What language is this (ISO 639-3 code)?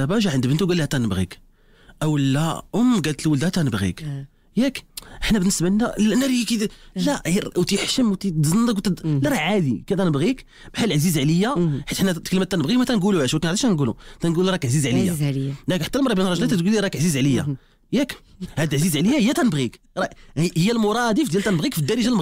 ary